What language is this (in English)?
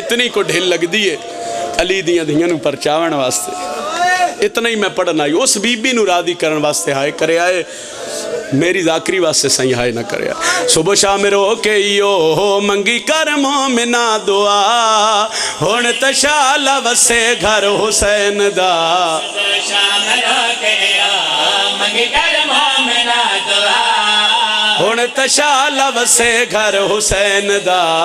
Pahari-Potwari